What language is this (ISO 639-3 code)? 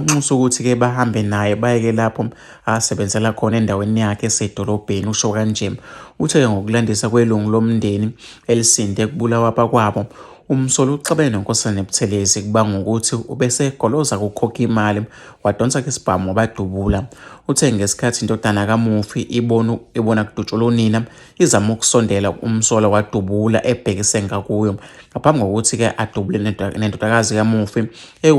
zul